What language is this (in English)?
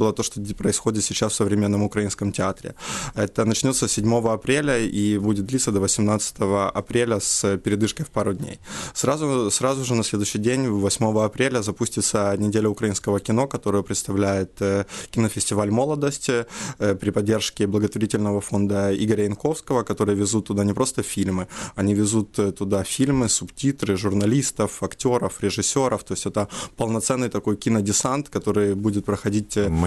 Russian